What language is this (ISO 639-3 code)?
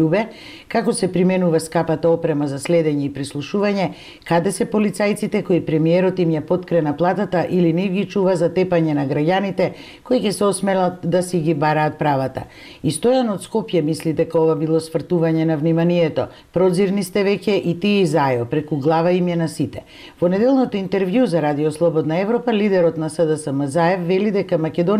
mkd